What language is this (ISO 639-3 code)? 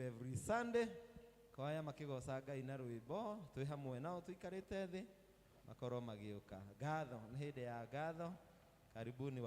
kik